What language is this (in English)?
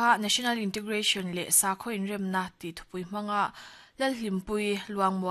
Mizo